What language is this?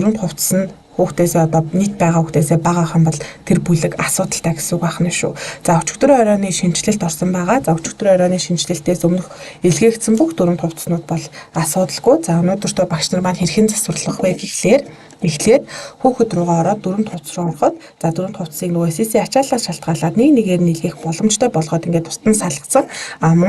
Mongolian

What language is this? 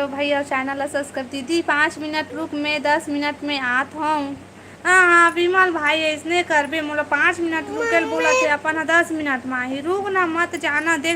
Chhattisgarhi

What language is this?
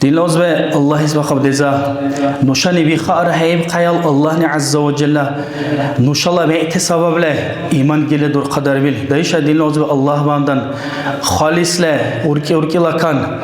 Dargwa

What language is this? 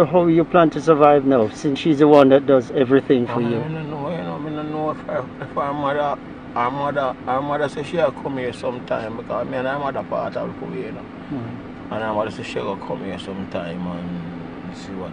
Jamaican Creole English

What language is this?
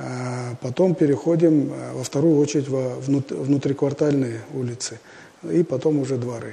Russian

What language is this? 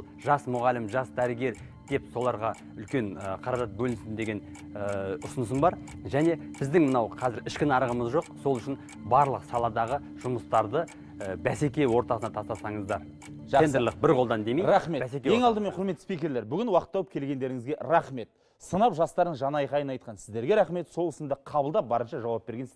Kazakh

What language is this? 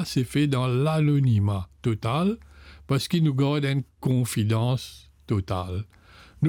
Morisyen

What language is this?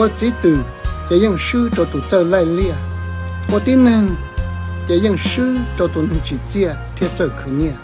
Hmong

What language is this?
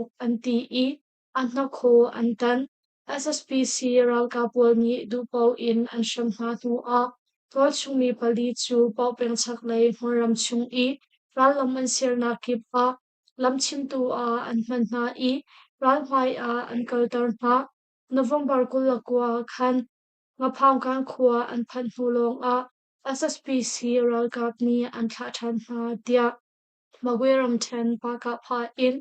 Hakha Chin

